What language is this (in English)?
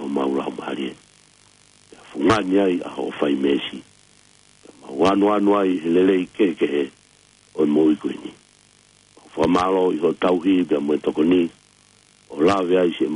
Tongan